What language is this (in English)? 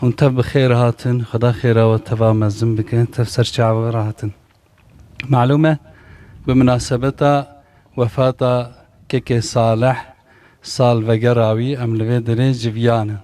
Kurdish